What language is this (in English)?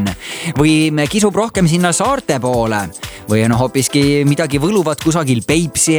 Estonian